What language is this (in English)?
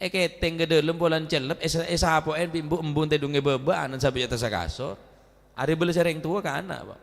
Madurese